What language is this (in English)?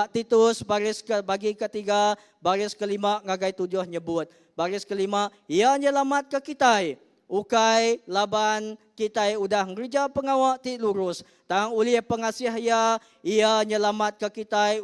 Iban